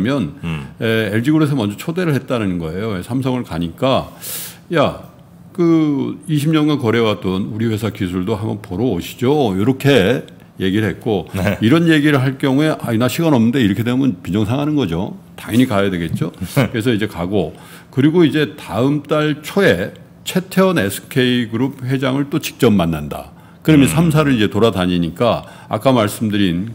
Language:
Korean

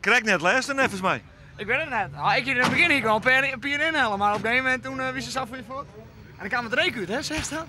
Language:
Western Frisian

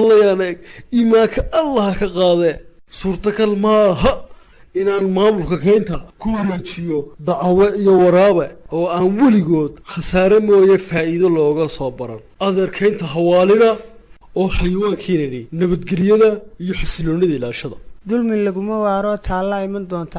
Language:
Somali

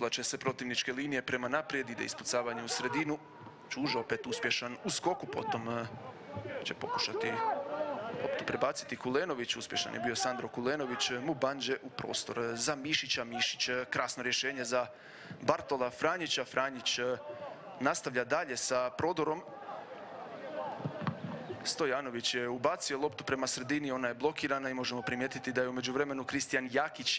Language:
Croatian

